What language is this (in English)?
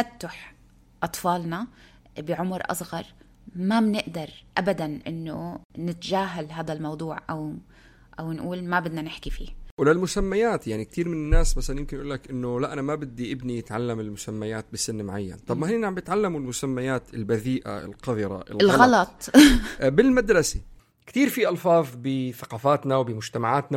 North Levantine Arabic